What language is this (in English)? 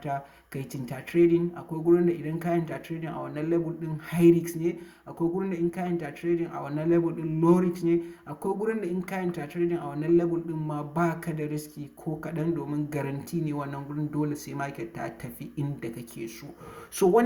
Hausa